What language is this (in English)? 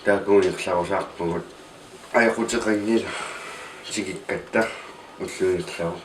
Kalaallisut